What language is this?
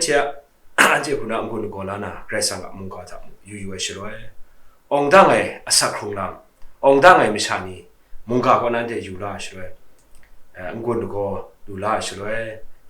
Kachin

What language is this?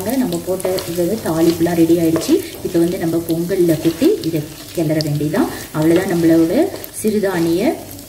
Tamil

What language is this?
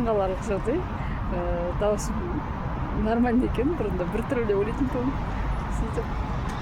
Kazakh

